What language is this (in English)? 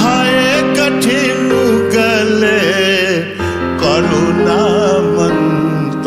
Newari